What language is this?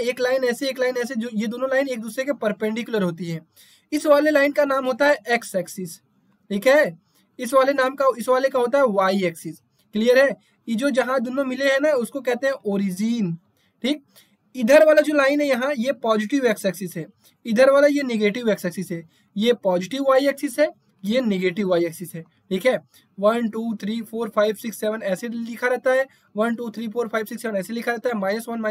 Hindi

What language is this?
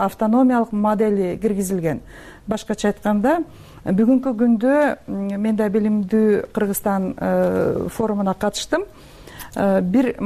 Kyrgyz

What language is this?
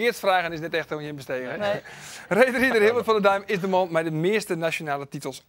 Western Frisian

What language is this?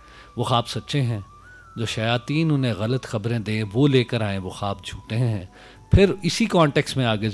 Urdu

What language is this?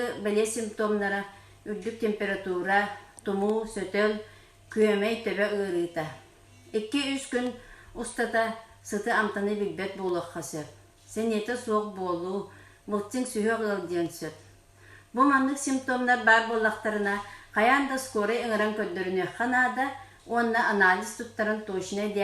Yakut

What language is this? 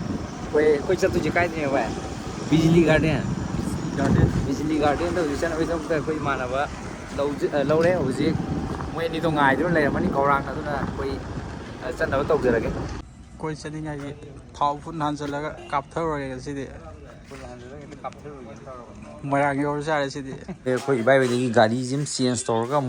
Manipuri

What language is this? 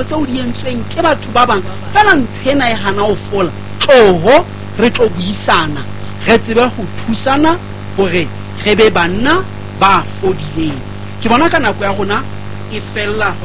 Southern Sotho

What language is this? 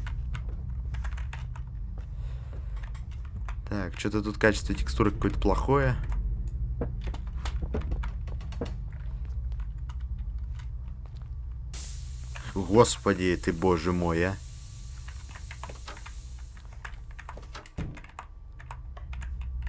Russian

